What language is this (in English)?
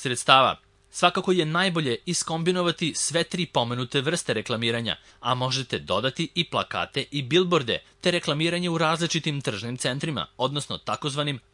Serbian